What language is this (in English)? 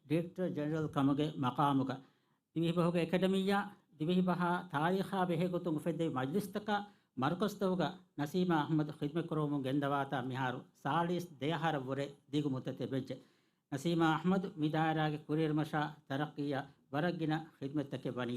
Divehi